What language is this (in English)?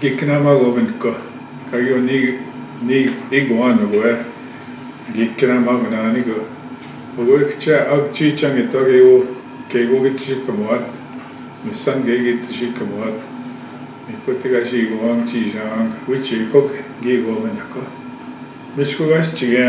Northwestern Ojibwa